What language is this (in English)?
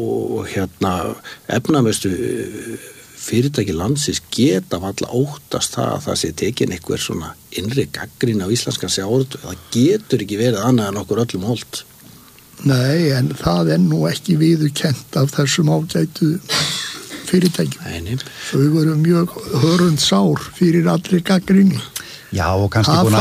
Icelandic